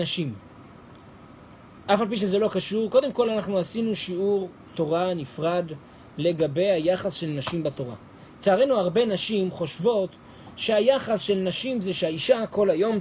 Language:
Hebrew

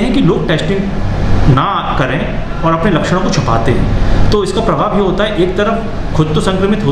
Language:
Hindi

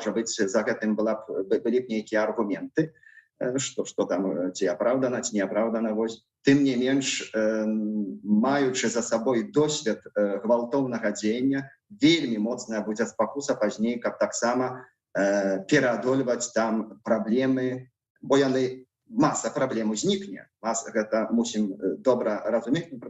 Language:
Belarusian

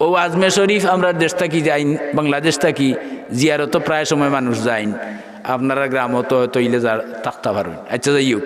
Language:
Sylheti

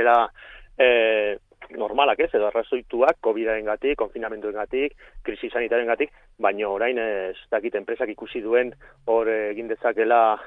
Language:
Basque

